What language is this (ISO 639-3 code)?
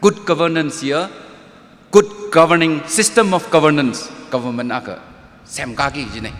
nmf